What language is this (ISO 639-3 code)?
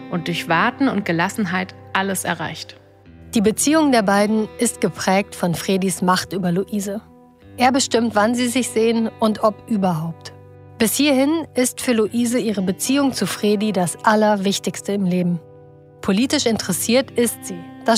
deu